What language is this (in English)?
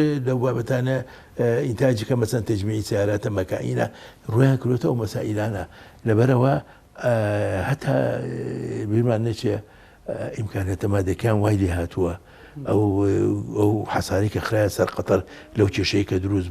Central Kurdish